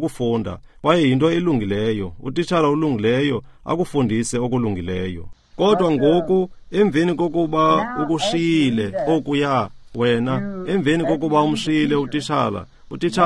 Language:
Xhosa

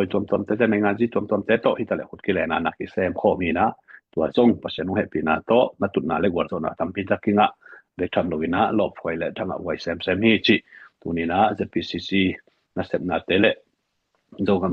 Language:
Tedim Chin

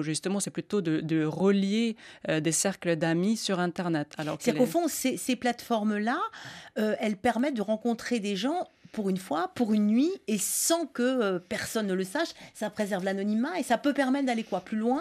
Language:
French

